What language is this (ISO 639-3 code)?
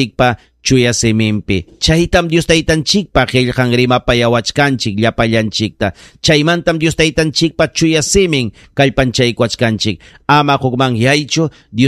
quy